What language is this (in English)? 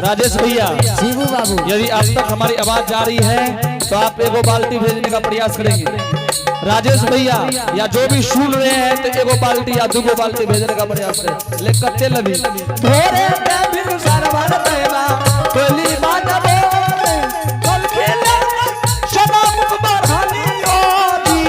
Angika